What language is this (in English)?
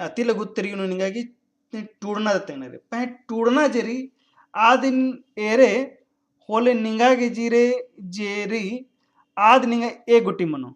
Kurukh